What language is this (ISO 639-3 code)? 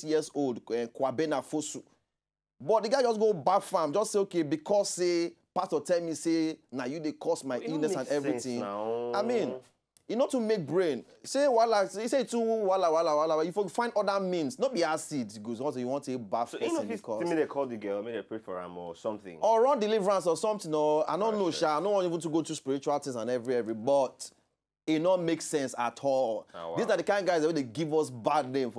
pcm